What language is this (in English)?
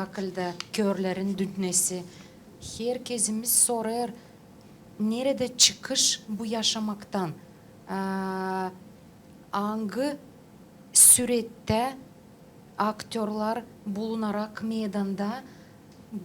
Gagauz